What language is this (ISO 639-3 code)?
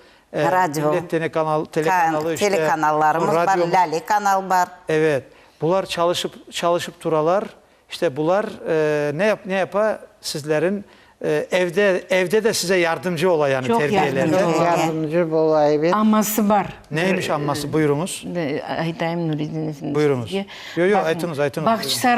crh